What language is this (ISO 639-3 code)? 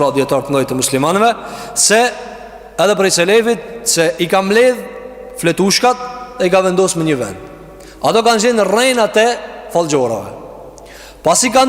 sqi